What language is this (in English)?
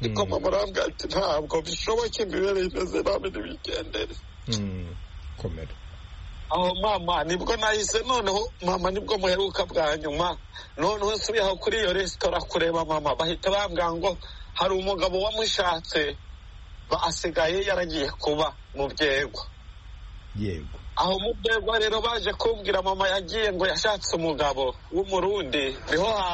Kinyarwanda